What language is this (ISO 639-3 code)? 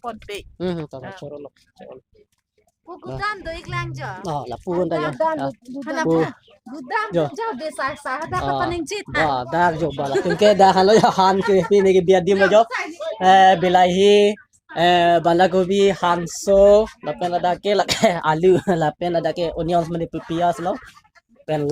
mjw